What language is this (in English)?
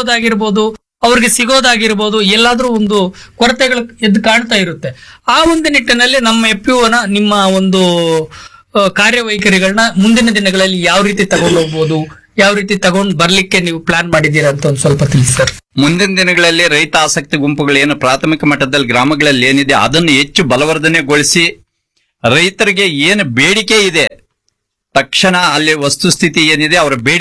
Kannada